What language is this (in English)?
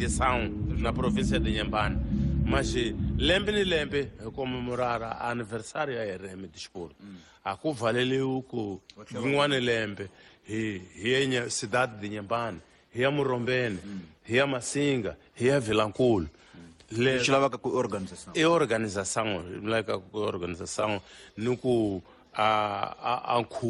Tsonga